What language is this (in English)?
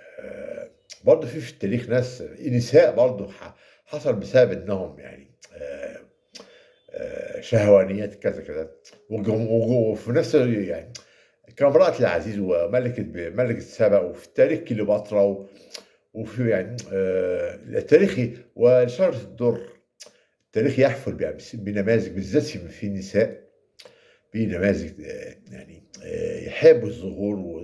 Egyptian Arabic